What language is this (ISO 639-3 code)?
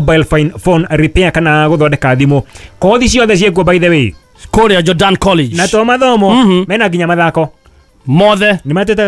kik